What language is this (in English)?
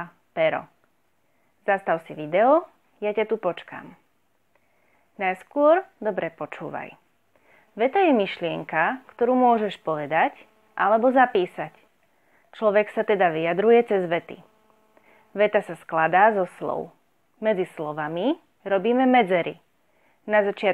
Slovak